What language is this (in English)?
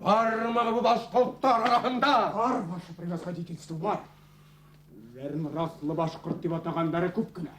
Bashkir